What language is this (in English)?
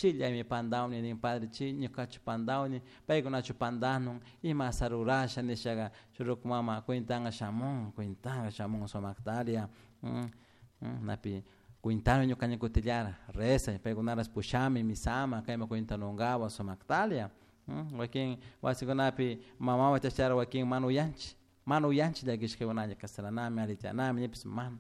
Chimborazo Highland Quichua